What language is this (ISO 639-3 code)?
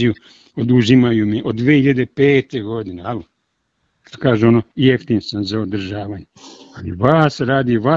srp